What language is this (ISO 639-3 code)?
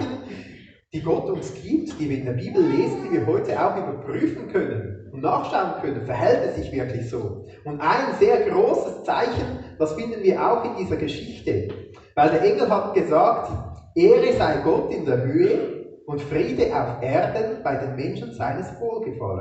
gsw